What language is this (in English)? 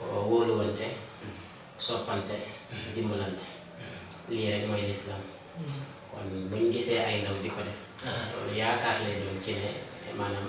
Wolof